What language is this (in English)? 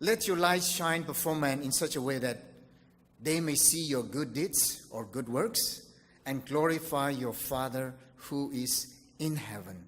Tangkhul Naga (India)